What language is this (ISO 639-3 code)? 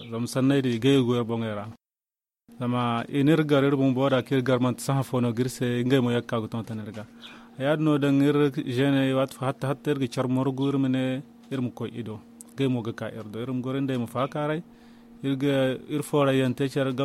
dje